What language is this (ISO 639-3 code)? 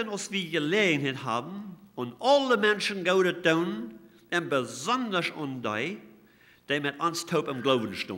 pdt